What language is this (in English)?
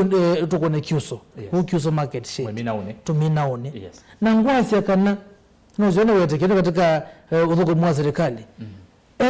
Kamba